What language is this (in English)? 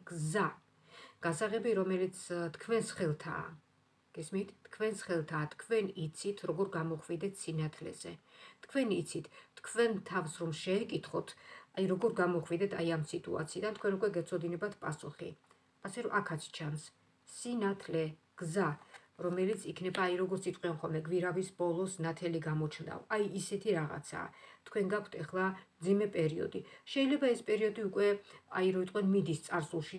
Georgian